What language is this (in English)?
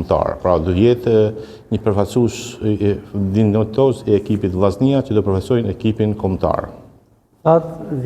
Albanian